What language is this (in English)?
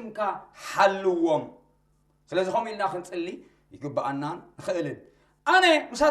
Tigrinya